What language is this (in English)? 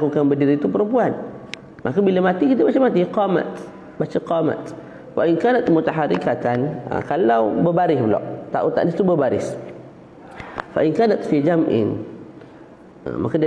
Malay